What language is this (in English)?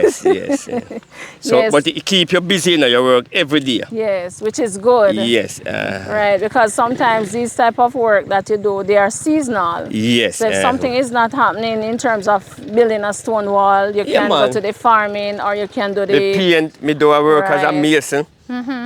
Jamaican Creole English